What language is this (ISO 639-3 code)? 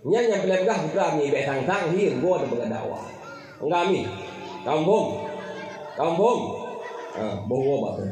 ace